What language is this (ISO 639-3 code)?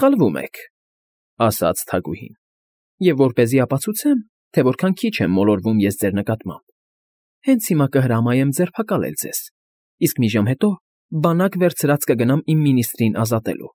hye